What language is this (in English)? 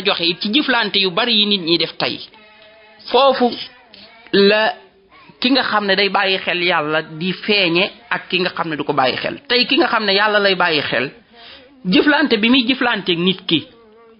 Wolof